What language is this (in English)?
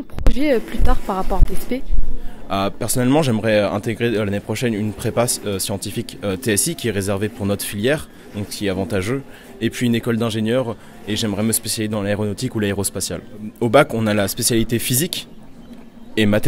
French